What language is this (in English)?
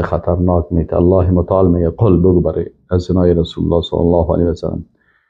Persian